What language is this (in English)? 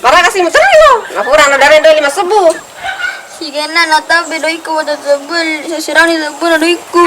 Buginese